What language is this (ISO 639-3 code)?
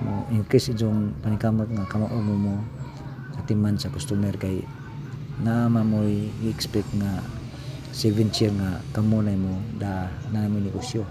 ceb